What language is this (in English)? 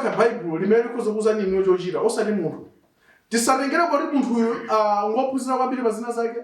Nyanja